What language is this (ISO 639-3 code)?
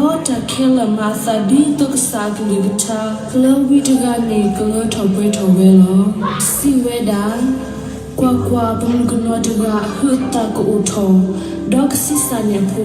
ksw